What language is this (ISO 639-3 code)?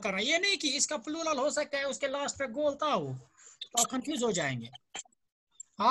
urd